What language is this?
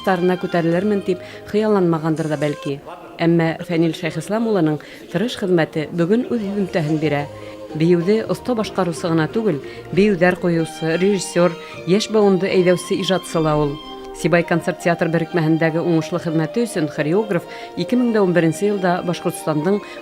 Bashkir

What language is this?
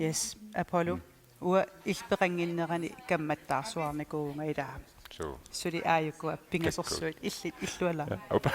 Kalaallisut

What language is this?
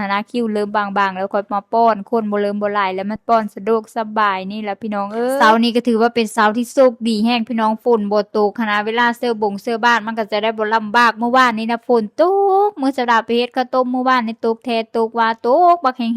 Lao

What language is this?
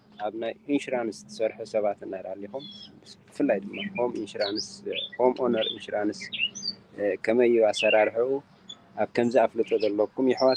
Tigrinya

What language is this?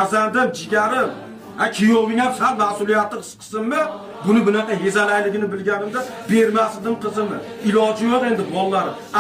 Uzbek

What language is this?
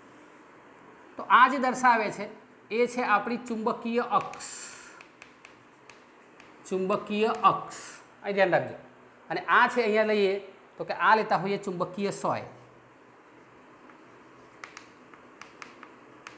Gujarati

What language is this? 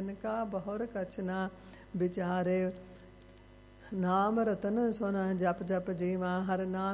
Punjabi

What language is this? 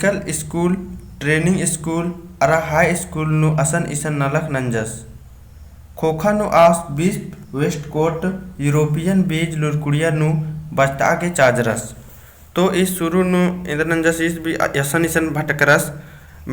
Kurukh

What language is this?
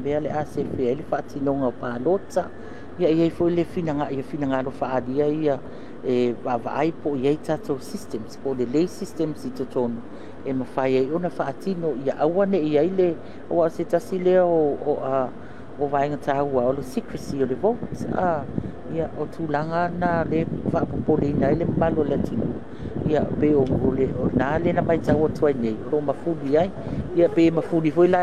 Samoan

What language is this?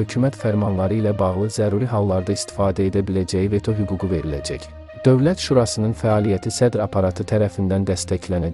Azerbaijani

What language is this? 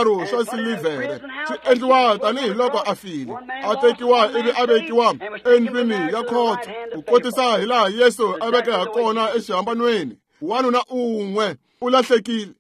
Tsonga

